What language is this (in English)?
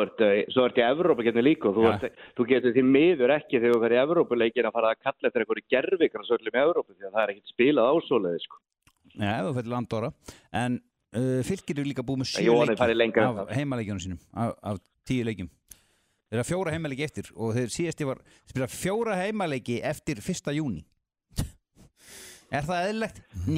Icelandic